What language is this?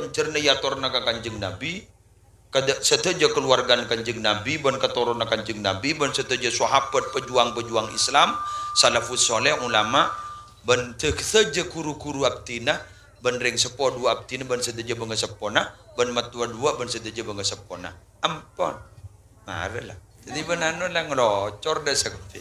Madurese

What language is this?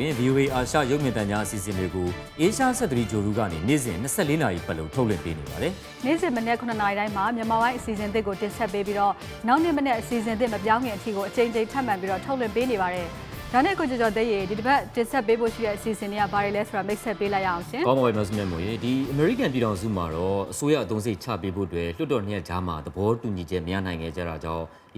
Burmese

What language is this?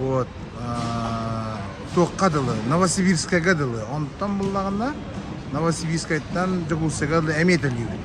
Yakut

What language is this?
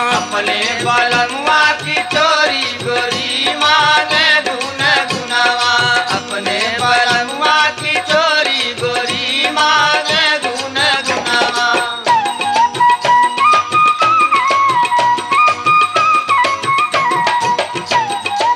Bhojpuri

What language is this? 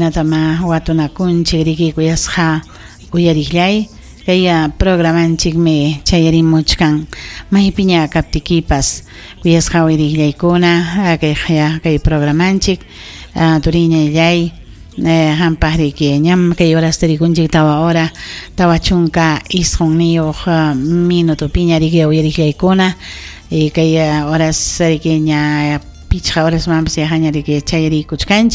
Ayacucho Quechua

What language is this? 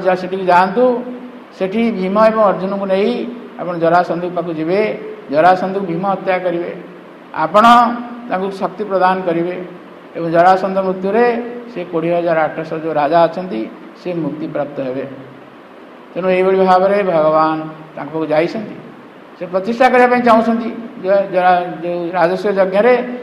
Odia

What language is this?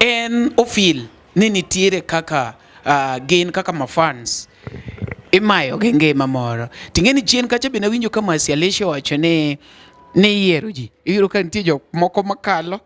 Luo (Kenya and Tanzania)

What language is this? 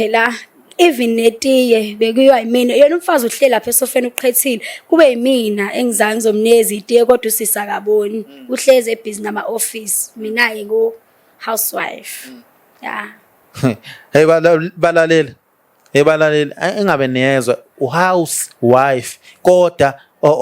Zulu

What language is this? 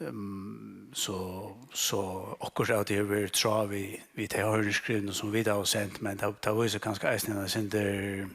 Faroese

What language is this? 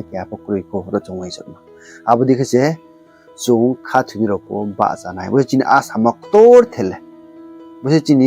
Riang (India)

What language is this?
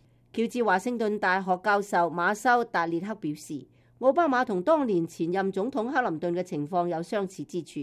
Cantonese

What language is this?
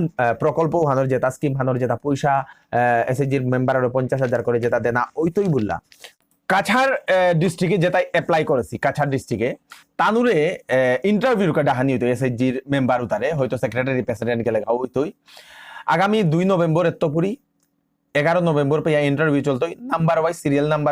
Bishnupriya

